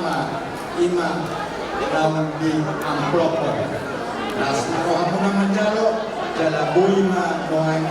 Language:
Batak Toba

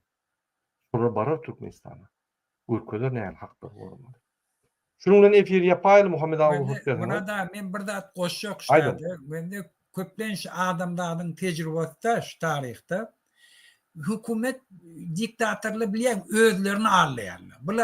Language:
Turkmen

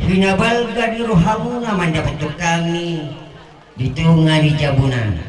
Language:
Batak Toba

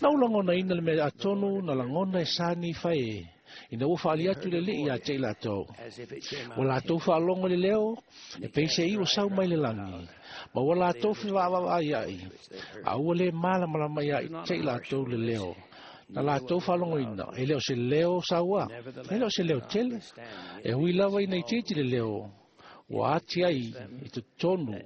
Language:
Samoan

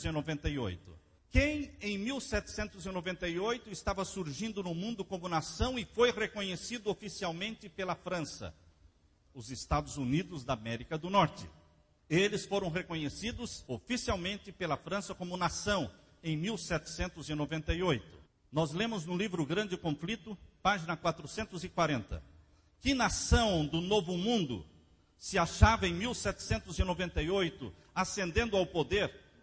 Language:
Portuguese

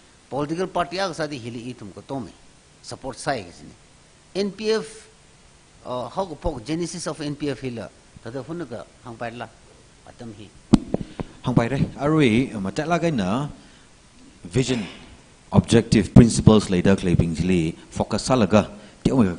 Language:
Tangkhul Naga (India)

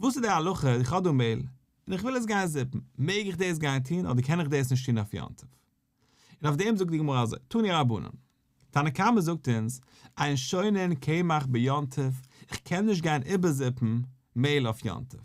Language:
Yiddish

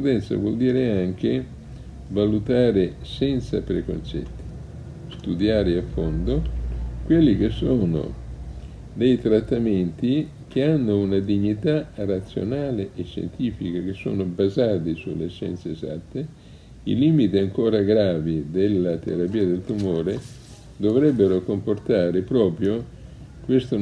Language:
Italian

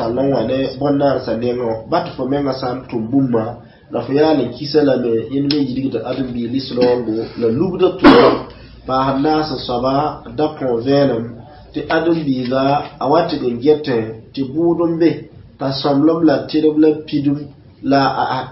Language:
Mossi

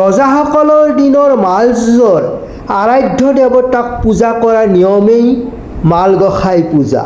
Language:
Assamese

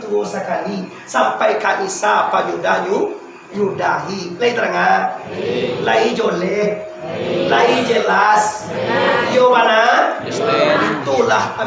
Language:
Minangkabau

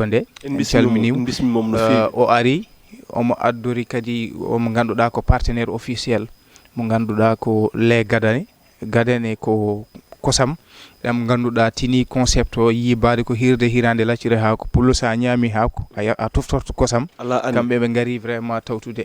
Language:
Fula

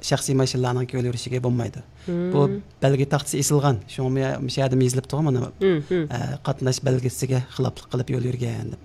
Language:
Uyghur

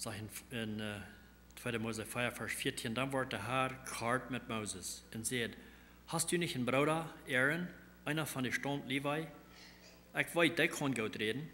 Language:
Plautdietsch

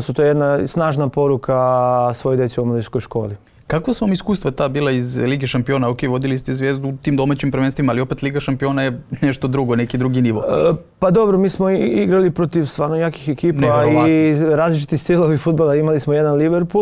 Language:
Serbian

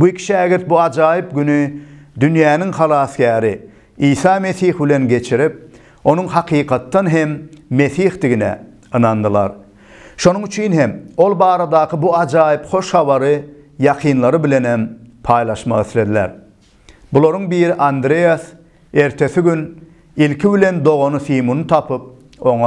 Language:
Turkmen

